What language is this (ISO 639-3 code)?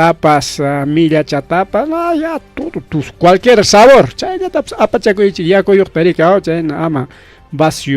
quy